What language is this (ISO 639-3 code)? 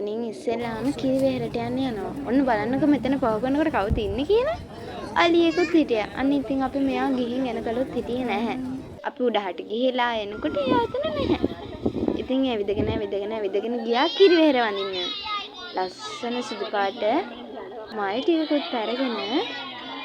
sin